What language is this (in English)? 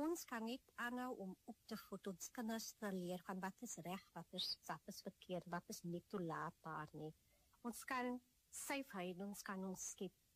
Afrikaans